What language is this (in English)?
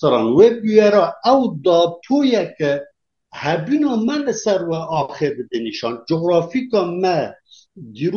Kurdish